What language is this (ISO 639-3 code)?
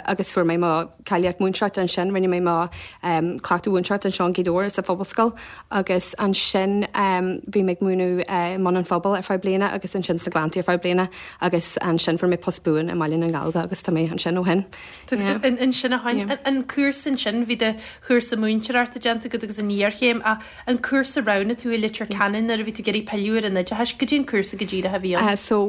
gle